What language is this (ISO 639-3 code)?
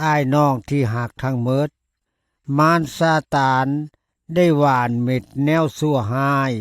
lao